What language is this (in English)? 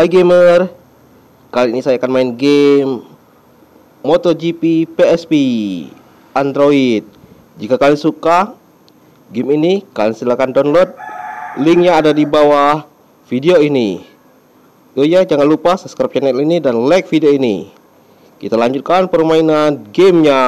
Indonesian